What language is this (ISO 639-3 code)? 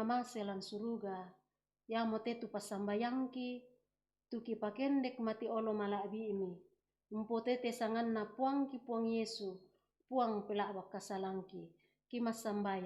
sda